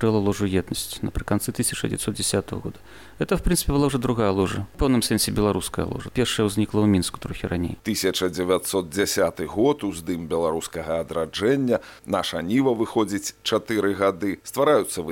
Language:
Belarusian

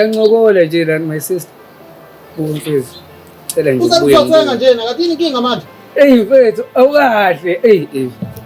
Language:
Zulu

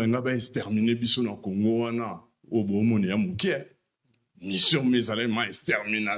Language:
Lingala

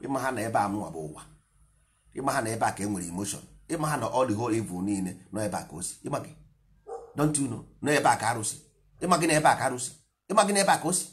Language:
Igbo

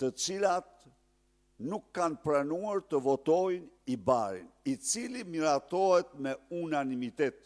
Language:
Albanian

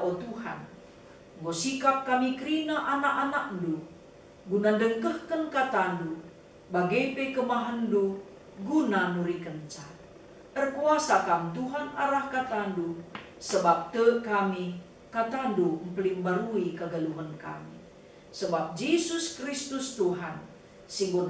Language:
Batak Karo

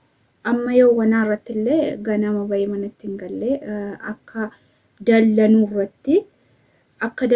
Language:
Oromo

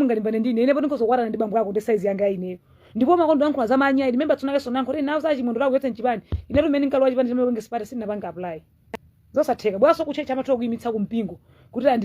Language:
Nyanja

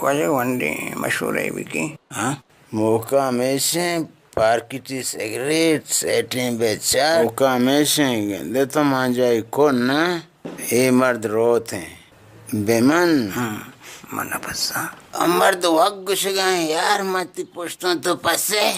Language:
Baluchi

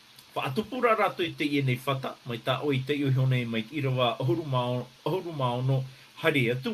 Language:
Tahitian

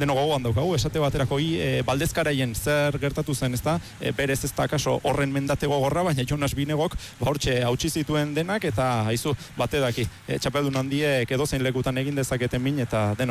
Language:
Basque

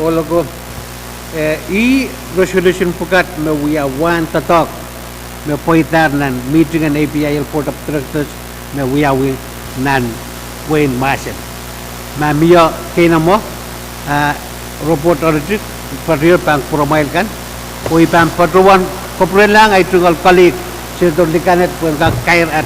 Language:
Pohnpeian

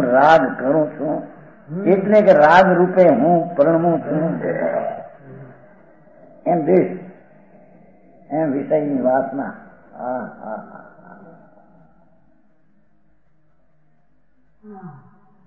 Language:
Gujarati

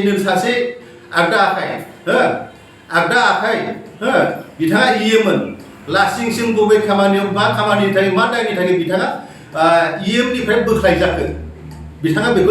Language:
Bodo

